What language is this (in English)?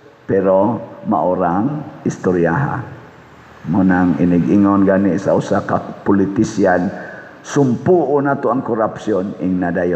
Cebuano